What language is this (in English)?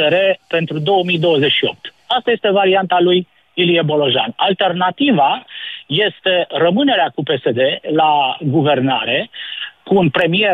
Romanian